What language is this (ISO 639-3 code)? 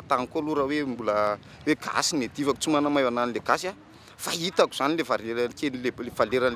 mlg